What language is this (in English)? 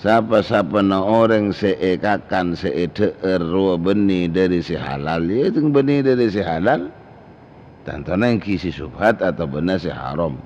Madurese